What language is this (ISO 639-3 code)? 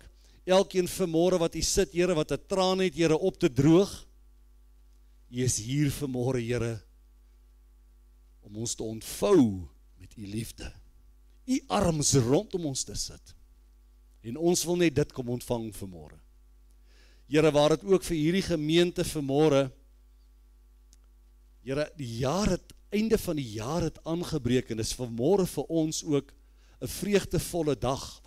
afr